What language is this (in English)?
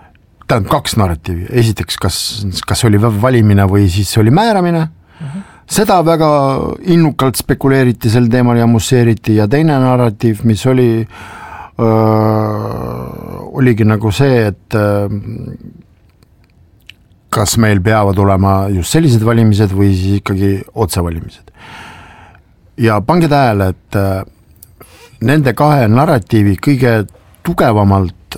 Estonian